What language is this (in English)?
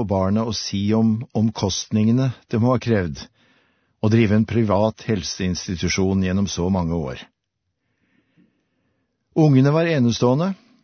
Norwegian